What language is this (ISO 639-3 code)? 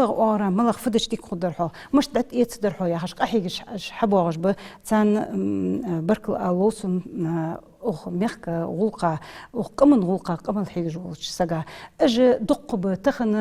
inh